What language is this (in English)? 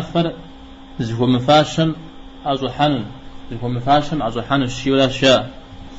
Kabardian